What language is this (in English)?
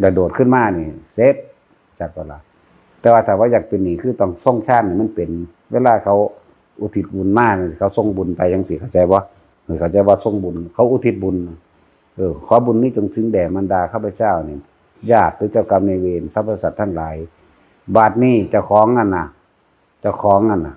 Northeastern Thai